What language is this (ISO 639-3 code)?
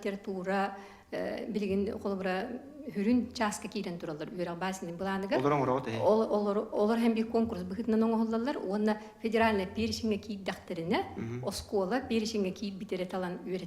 sah